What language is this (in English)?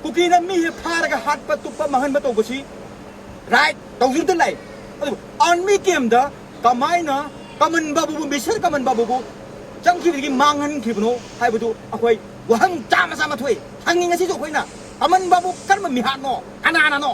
Manipuri